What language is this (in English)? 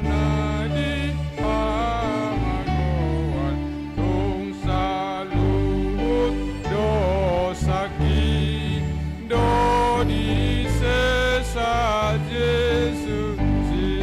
Batak Toba